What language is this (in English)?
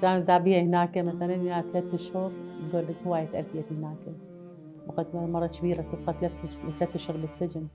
Mesopotamian Arabic